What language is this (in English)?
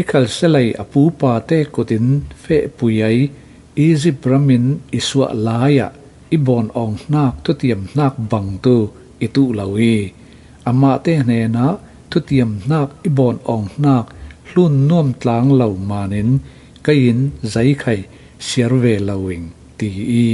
Falam Chin